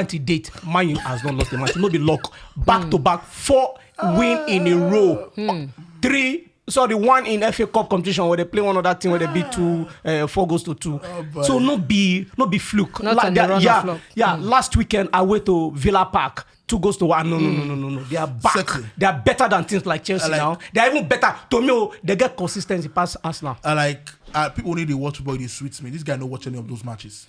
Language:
Nigerian Pidgin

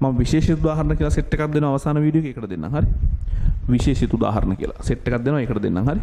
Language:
Sinhala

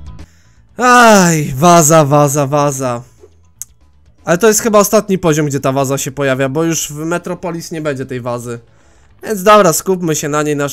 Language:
Polish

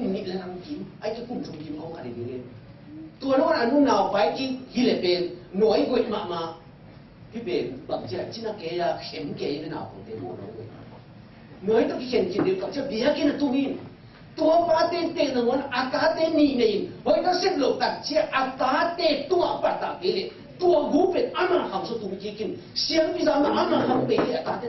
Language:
Tedim Chin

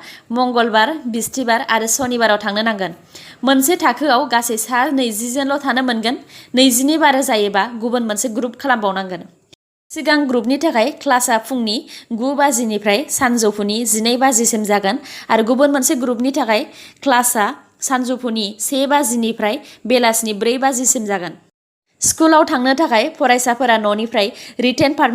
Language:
Bodo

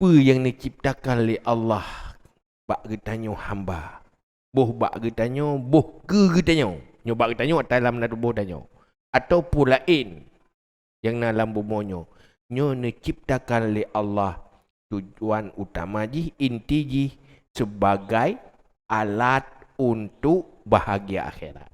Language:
Achinese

